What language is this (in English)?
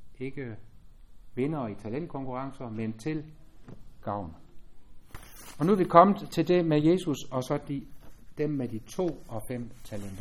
Danish